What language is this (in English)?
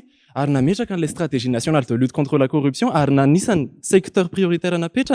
Malagasy